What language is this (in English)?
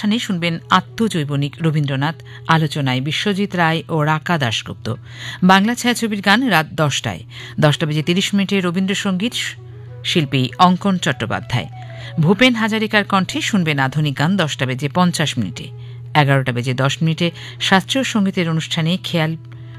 Bangla